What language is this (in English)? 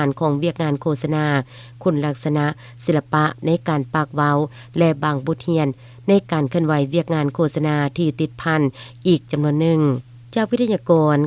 Lao